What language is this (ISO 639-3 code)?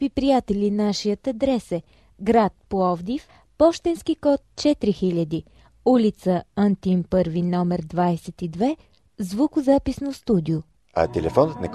bul